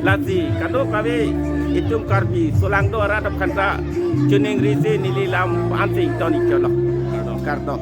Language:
Karbi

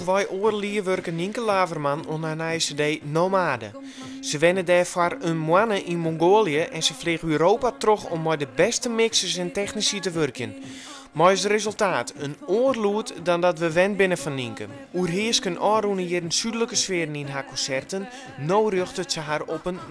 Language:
Western Frisian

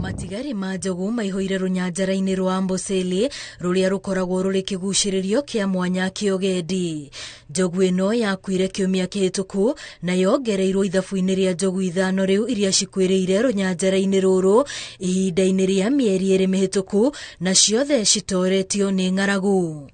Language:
Kikuyu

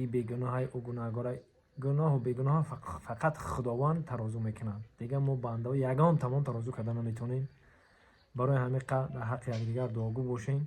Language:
Tajik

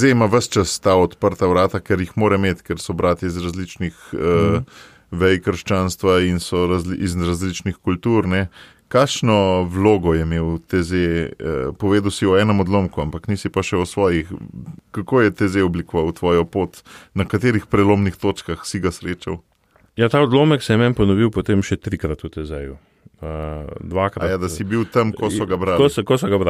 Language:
Slovenian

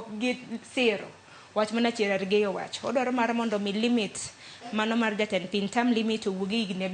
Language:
Luo (Kenya and Tanzania)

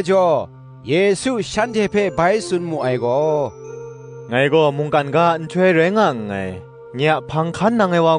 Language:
Kachin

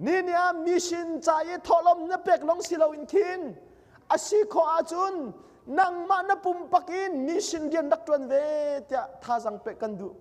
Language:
Hakha Chin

